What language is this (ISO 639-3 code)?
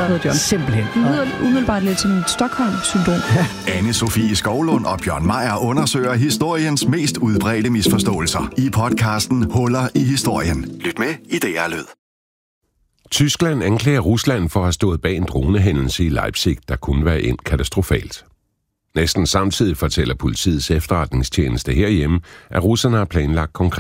dan